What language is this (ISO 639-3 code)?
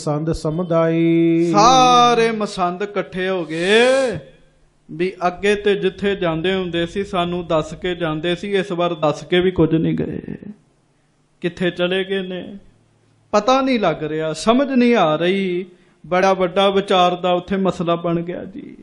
pan